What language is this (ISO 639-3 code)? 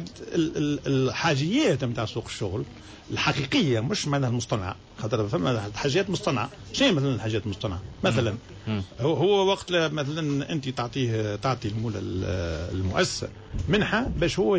aeb